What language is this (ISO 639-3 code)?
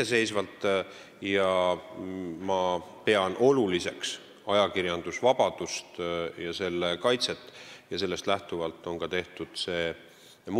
est